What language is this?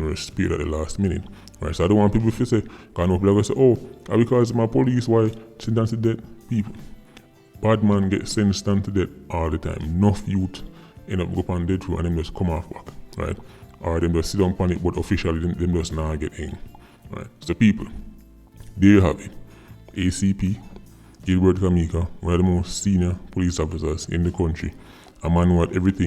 Jamaican Creole English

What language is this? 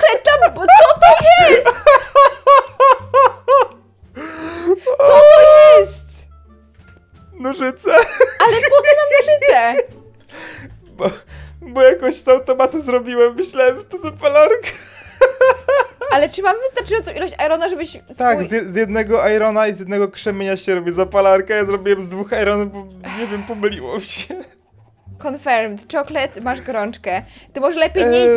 Polish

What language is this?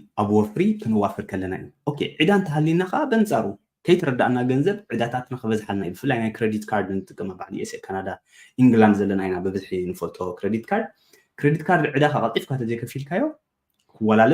Tigrinya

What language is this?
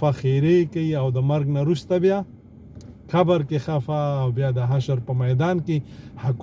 Pashto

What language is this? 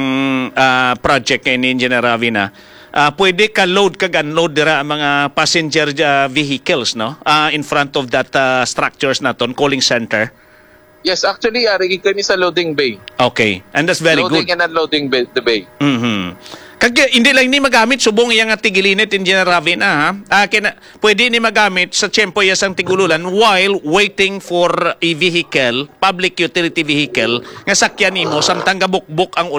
Hiligaynon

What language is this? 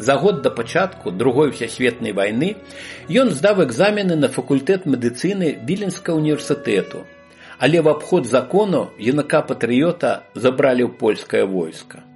Belarusian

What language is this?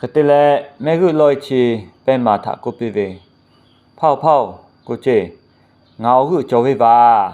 Lahu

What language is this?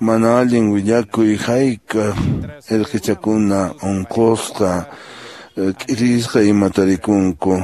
Quechua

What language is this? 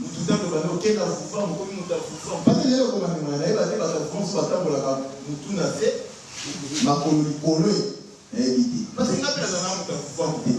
Lingala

